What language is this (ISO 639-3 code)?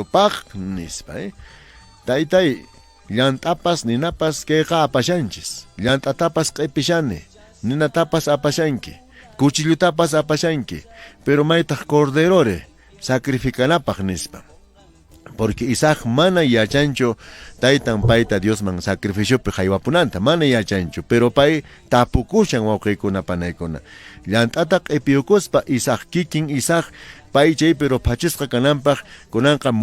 que